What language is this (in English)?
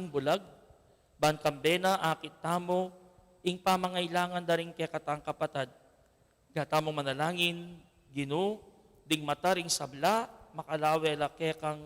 Pampanga